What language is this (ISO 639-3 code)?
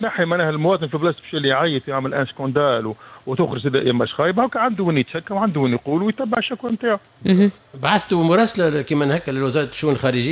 aeb